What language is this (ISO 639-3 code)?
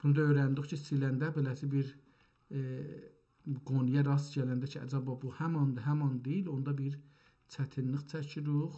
azb